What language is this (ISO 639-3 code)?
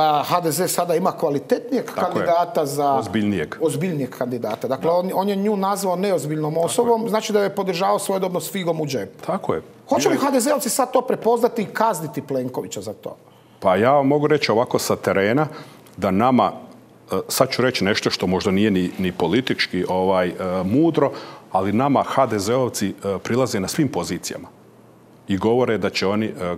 hrv